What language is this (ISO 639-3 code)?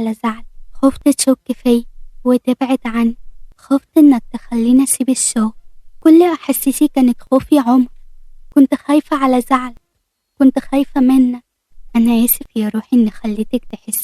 arz